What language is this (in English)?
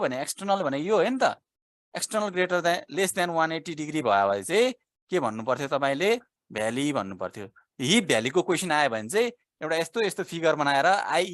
Nepali